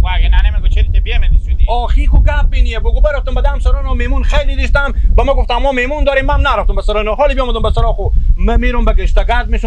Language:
Hazaragi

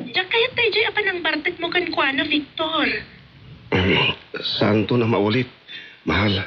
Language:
Iloko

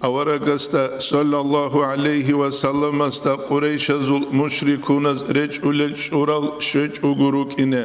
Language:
Avaric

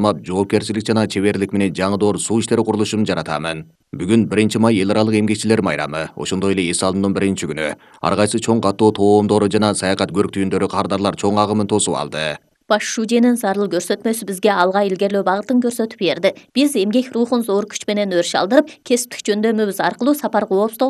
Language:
Kyrgyz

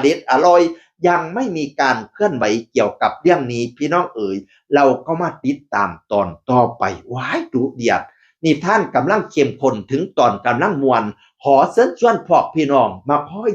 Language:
Northeastern Thai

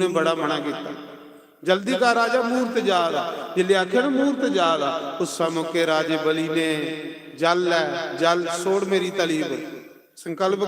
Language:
Dogri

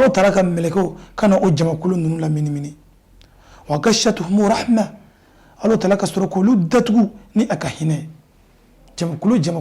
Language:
Bambara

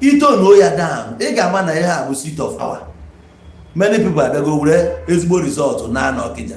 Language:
Igbo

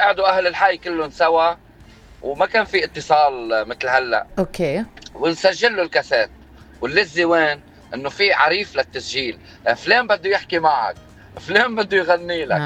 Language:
North Levantine Arabic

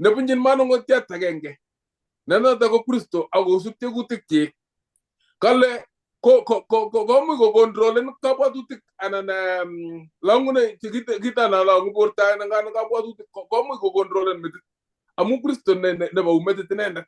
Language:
Kalenjin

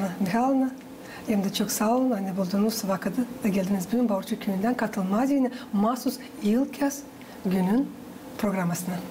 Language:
Gagauz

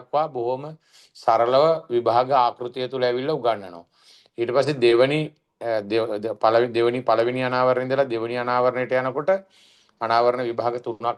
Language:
Sinhala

